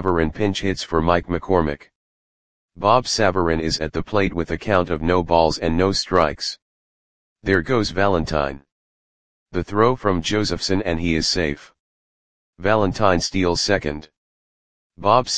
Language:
English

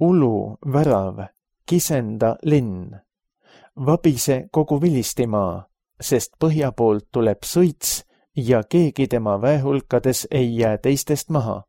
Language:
Estonian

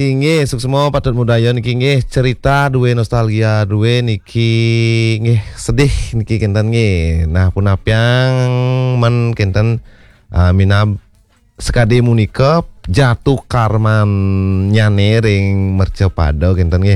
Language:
Balinese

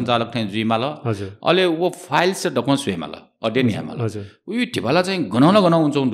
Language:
Newari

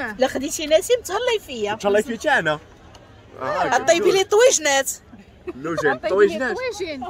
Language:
Moroccan Arabic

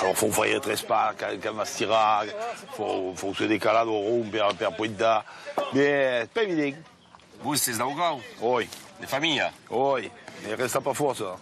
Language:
Occitan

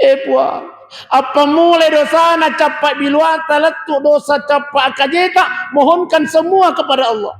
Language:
Buginese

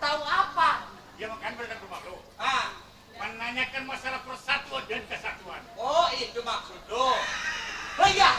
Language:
Betawi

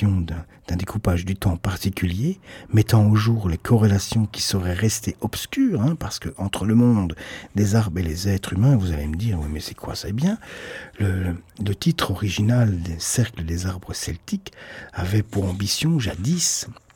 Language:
French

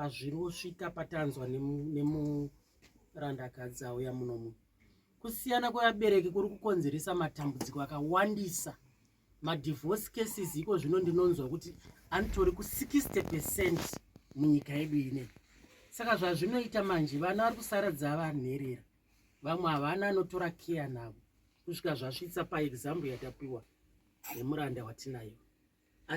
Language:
Shona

